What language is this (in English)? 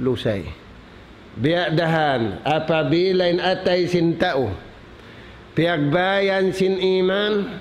Tausug